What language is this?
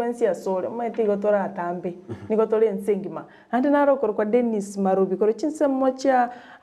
Gusii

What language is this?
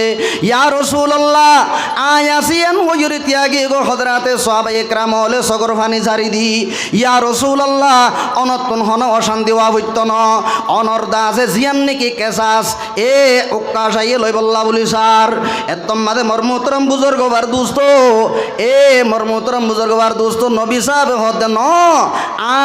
Rohingya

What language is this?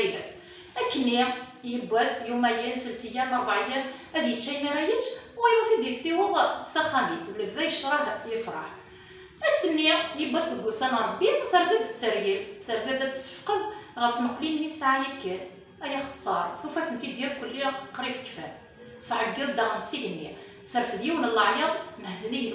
Kabyle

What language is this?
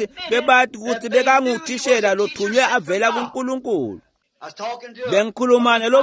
Swati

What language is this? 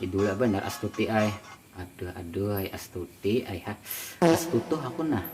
Banjar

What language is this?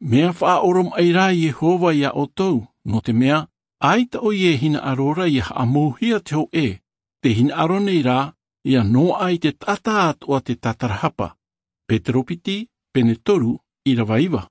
Tahitian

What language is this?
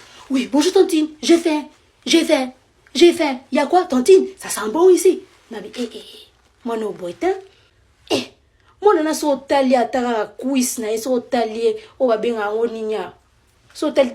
Lingala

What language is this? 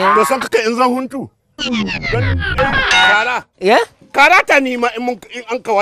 Hausa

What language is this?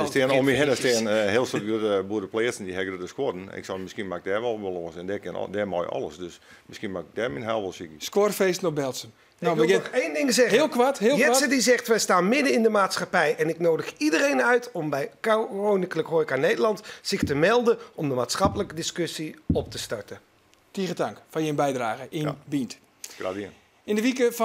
Western Frisian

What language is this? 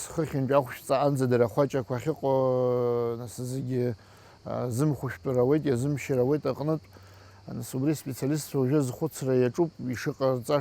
Abkhazian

